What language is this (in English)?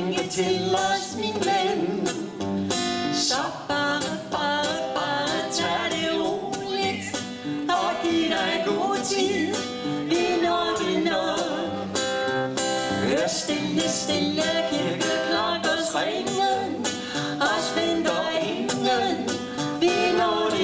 Danish